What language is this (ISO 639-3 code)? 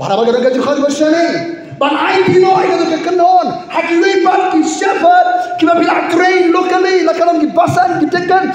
kha